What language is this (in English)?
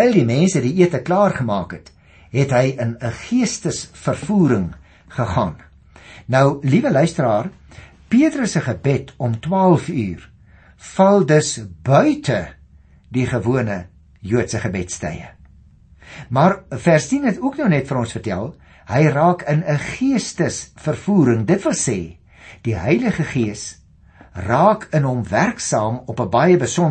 Afrikaans